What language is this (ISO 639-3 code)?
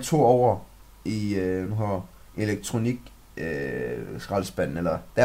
dan